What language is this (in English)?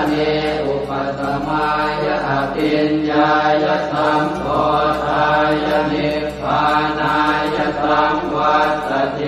Pali